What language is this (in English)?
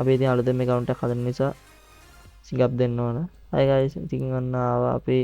Sinhala